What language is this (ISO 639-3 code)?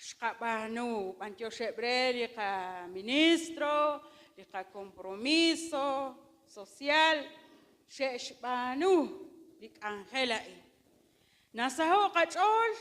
kek